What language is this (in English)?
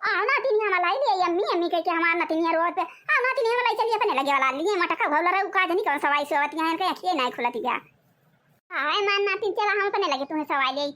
Awadhi